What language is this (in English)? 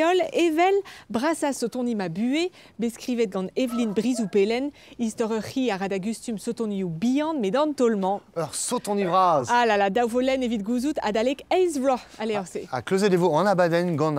Breton